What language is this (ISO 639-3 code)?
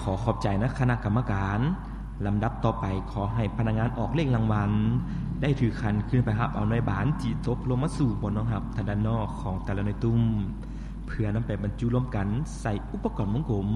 lao